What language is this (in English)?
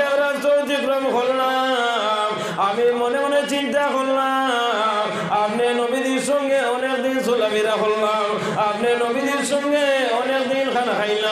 Sylheti